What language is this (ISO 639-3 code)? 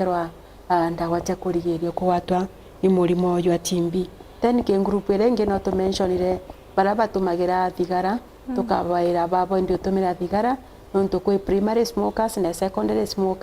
mer